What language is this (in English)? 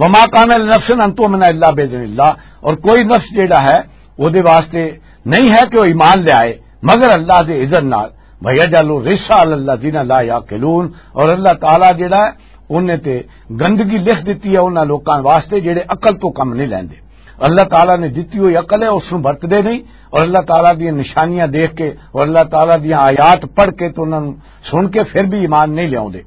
Western Panjabi